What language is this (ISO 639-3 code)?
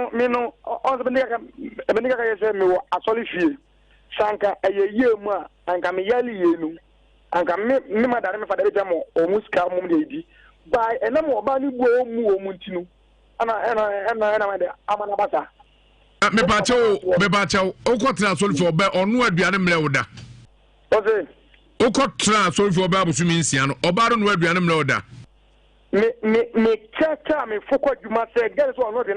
aka